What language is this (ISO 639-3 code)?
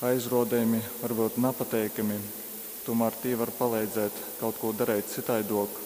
ltg